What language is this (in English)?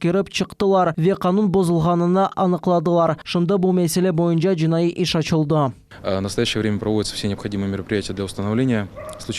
Crimean Tatar